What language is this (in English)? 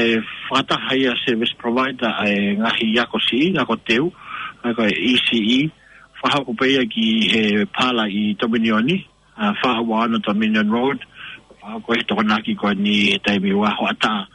Tongan